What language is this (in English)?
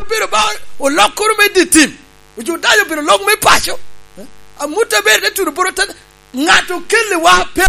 Lango (Uganda)